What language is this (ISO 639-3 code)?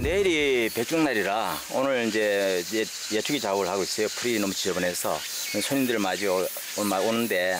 kor